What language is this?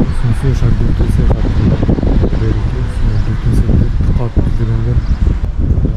Bashkir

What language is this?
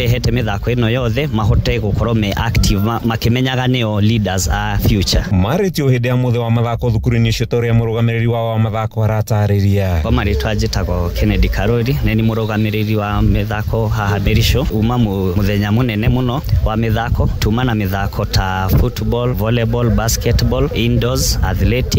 Kikuyu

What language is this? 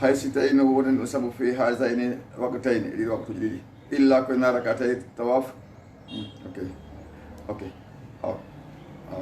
Fula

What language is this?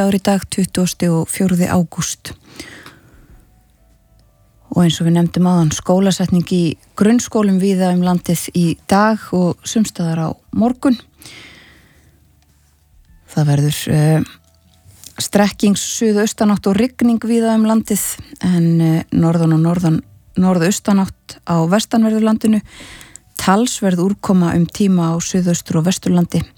Icelandic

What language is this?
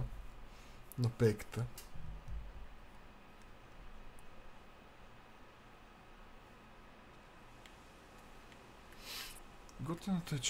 Bulgarian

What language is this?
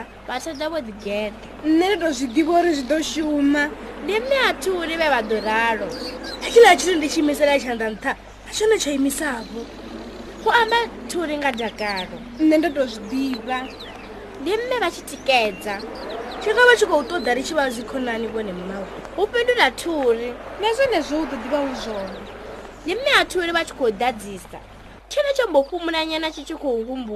Venda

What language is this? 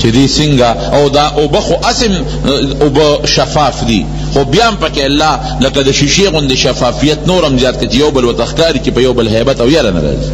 Pashto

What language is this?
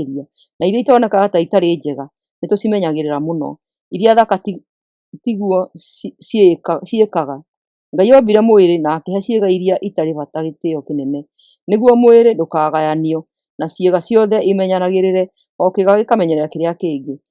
Kikuyu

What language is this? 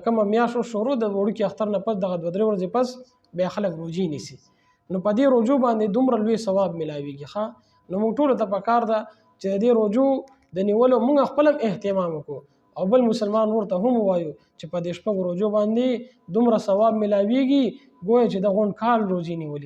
Pashto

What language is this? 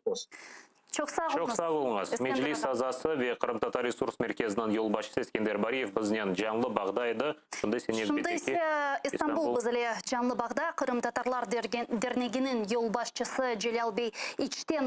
Crimean Tatar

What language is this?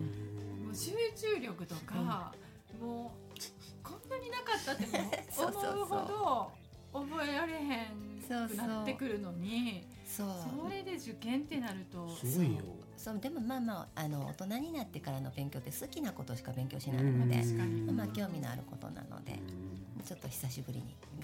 Japanese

